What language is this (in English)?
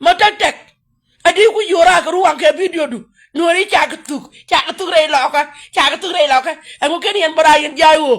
Nuer